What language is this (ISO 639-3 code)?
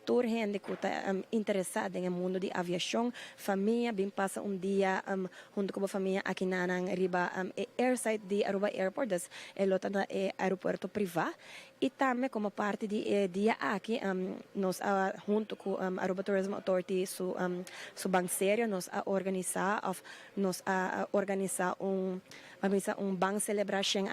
pap